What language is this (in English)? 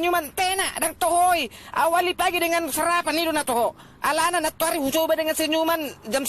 Batak Toba